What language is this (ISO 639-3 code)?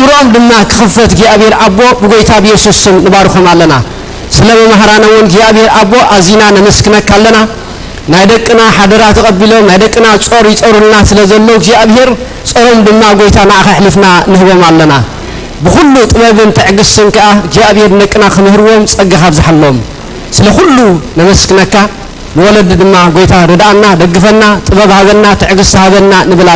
tir